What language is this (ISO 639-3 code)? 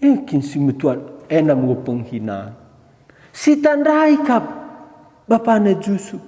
btx